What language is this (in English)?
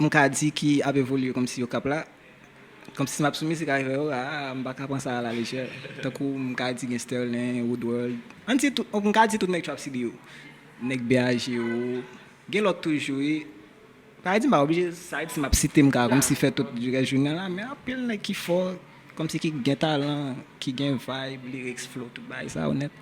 Haitian Creole